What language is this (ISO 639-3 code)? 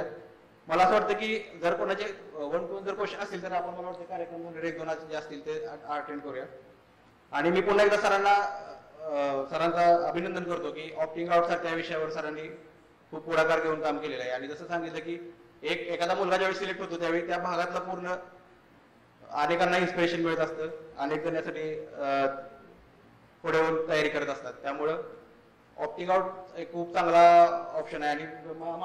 mar